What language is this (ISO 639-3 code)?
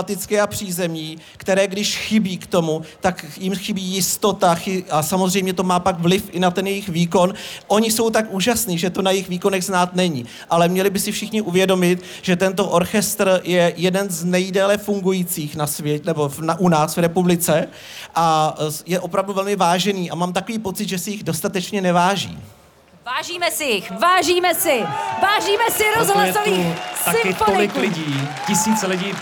ces